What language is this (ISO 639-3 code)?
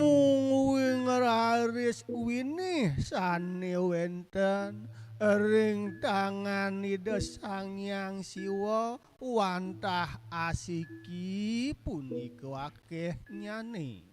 ban